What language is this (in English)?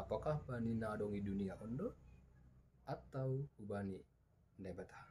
Batak Simalungun